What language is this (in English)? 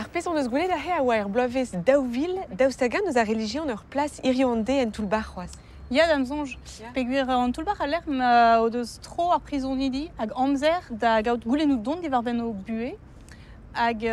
Breton